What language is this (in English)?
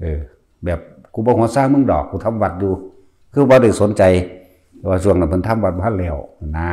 Northeastern Thai